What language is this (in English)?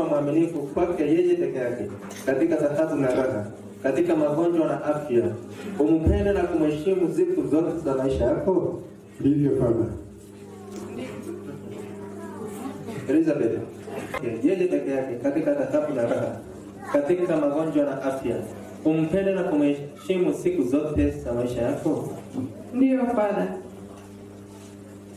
Swahili